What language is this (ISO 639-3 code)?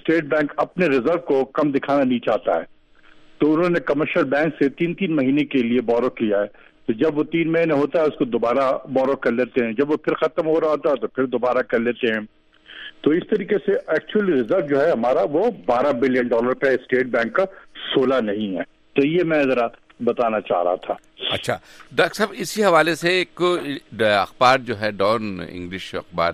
urd